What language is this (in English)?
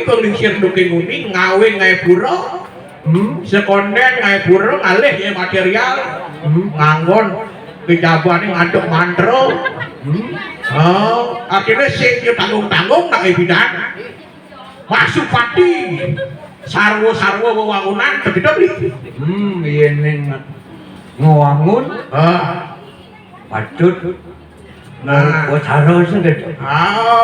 Balinese